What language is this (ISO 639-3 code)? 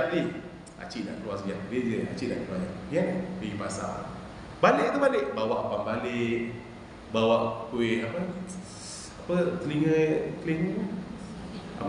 msa